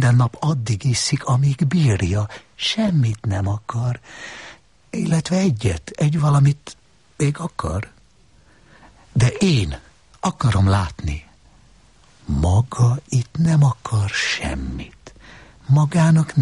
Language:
Hungarian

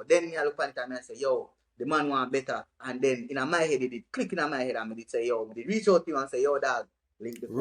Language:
Jamaican Creole English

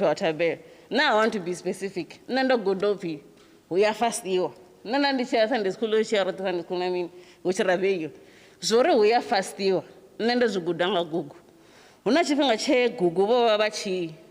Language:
Venda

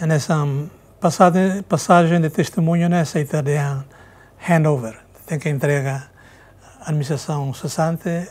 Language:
Tetum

